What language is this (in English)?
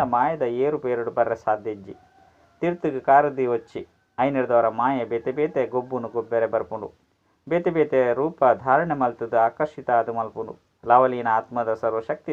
Tulu